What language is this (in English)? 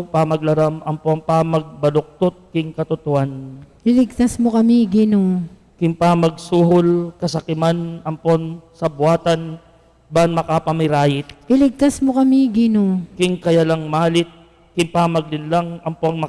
Pampanga